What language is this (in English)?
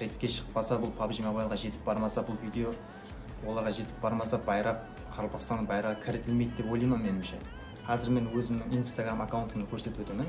Kara-Kalpak